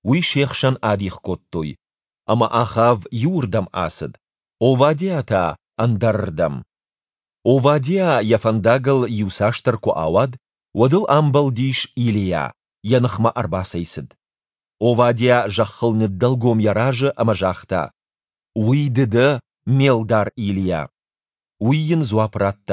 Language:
Ossetic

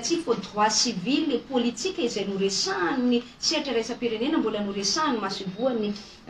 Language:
Malagasy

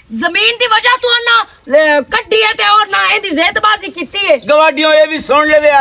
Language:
Western Panjabi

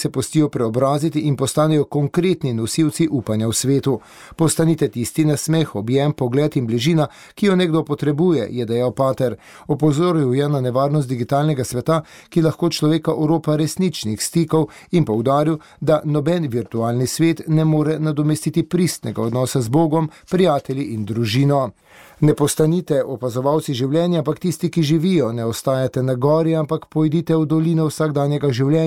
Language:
Slovenian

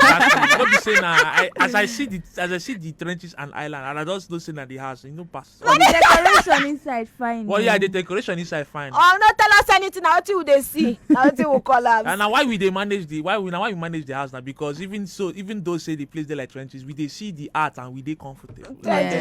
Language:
Nigerian Pidgin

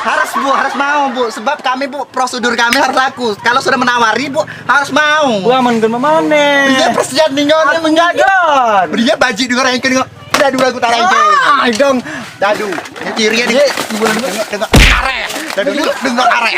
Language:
Musi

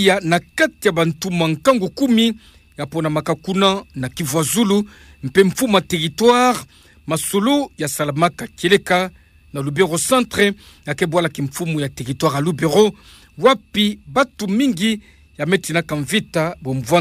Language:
Kituba (Democratic Republic of Congo)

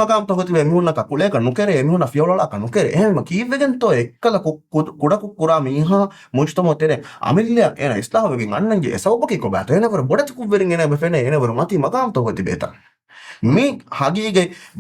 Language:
Divehi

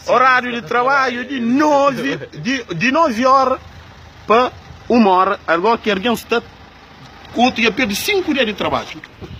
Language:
Kabuverdianu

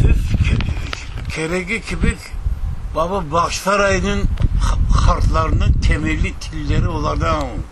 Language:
Crimean Tatar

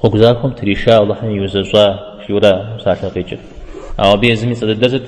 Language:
Kabardian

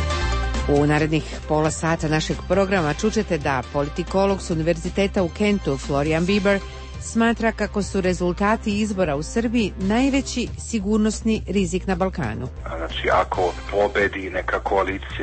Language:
Serbian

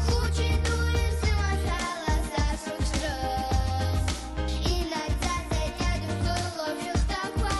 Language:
Abkhazian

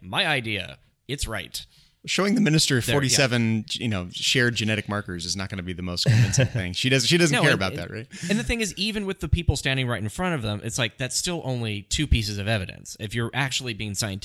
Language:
English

